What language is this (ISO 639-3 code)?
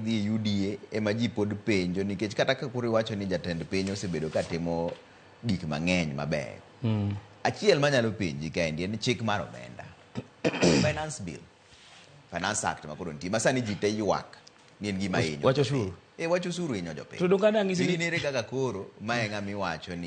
luo